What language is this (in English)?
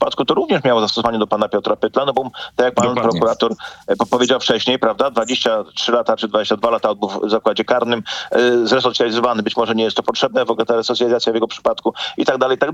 Polish